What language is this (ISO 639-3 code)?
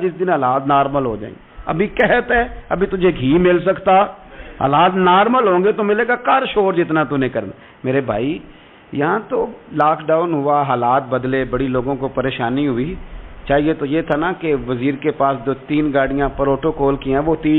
urd